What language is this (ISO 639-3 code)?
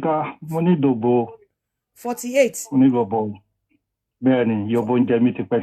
yor